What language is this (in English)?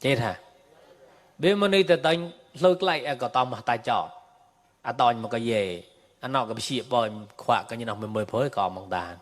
Mon